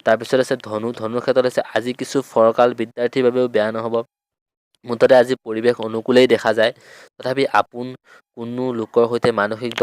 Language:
Assamese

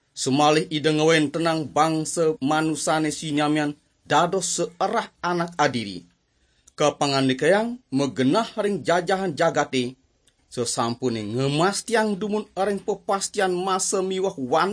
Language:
Balinese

